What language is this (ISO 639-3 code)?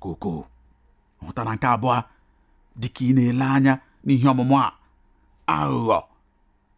ibo